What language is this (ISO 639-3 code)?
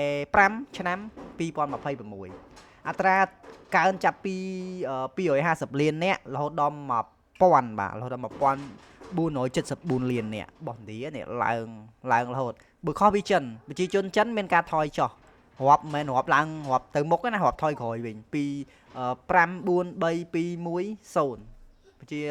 khm